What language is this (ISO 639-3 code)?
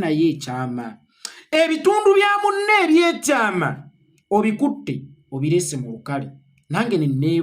lug